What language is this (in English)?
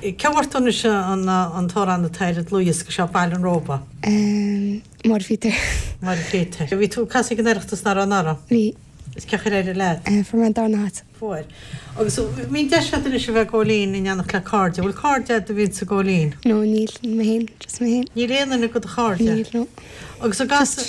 Irish